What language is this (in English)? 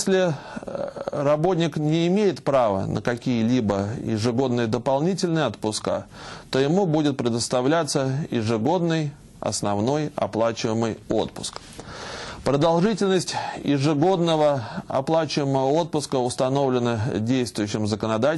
Russian